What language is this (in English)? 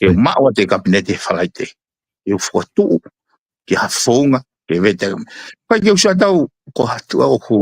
Tongan